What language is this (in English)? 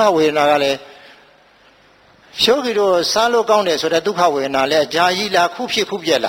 Burmese